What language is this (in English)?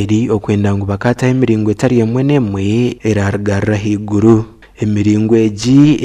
Nyankole